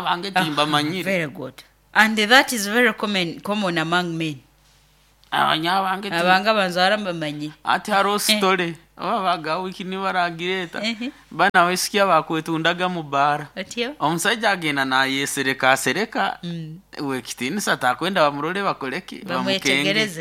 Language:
Nyoro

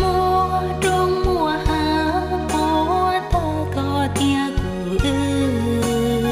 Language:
Hmong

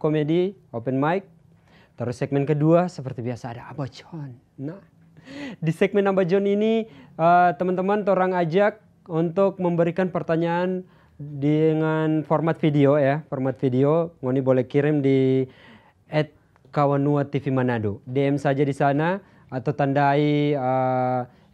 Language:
Manado Malay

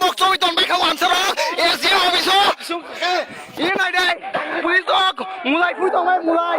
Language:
Kok Borok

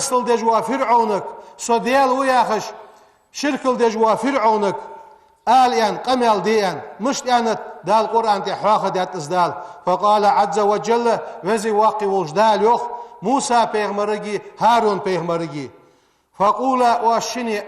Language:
Ingush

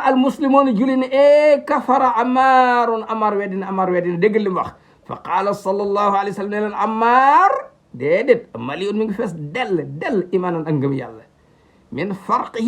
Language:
Wolof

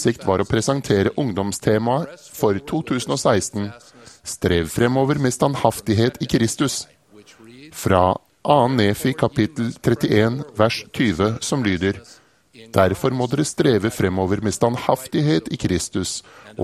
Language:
Norwegian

